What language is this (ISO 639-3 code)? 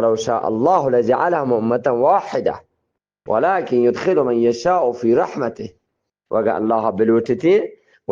bgp